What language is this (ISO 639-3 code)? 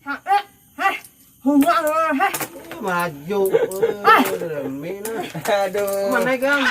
bjn